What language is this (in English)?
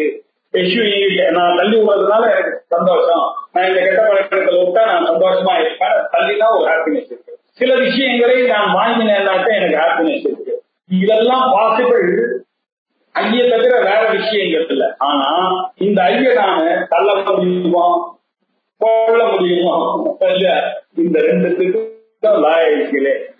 Tamil